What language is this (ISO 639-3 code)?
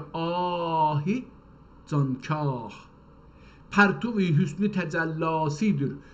azb